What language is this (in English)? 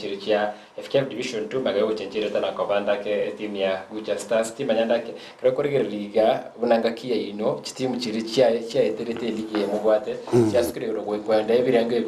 Gusii